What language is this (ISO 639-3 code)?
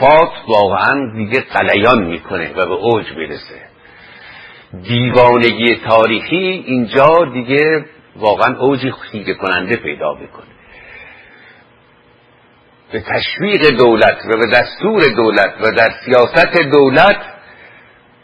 fas